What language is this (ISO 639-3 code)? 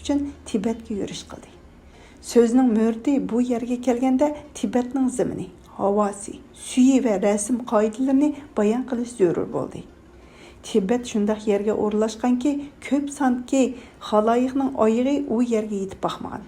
uig